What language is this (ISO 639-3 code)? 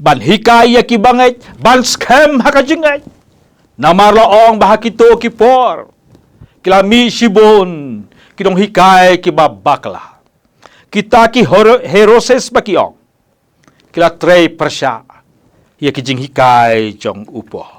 kha